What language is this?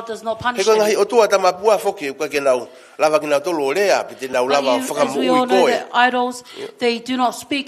Tongan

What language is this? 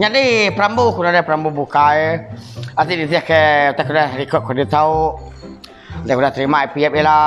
Iban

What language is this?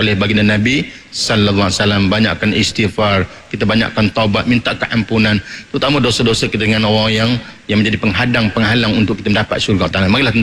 Malay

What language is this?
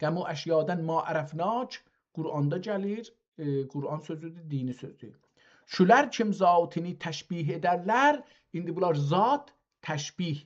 South Azerbaijani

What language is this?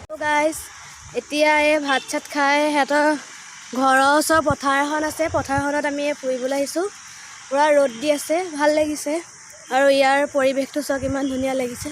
Assamese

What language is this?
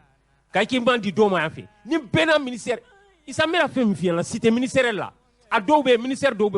Bambara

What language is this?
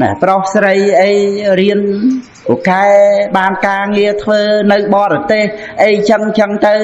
Khmer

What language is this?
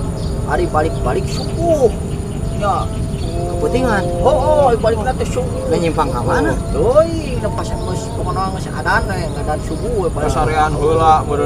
Sundanese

